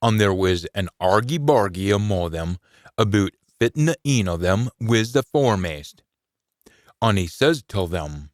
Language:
Scots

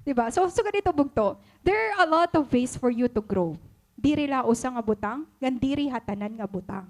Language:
Waray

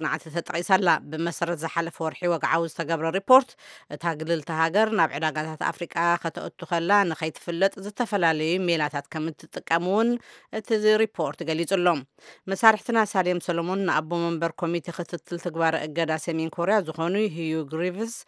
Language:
Tigrinya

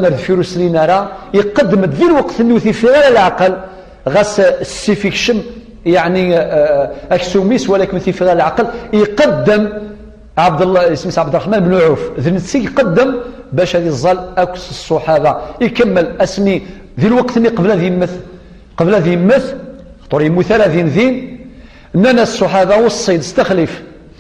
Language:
Kabyle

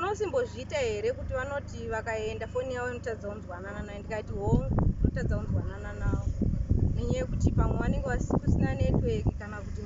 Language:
Shona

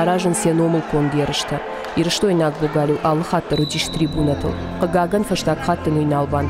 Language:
Ossetic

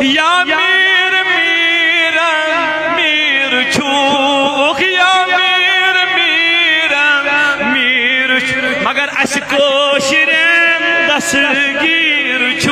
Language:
Kashmiri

